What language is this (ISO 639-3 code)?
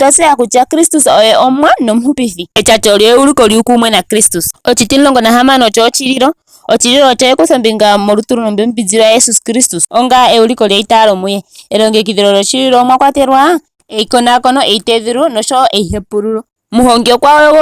ndo